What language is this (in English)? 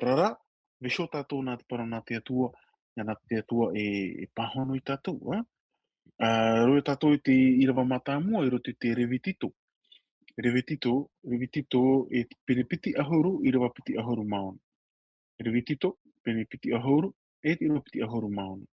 Tahitian